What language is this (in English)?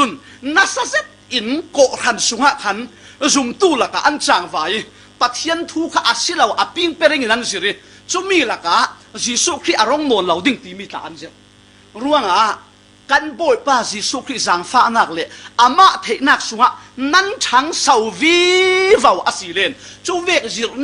Falam Chin